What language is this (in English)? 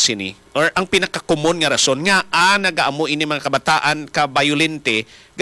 Hiligaynon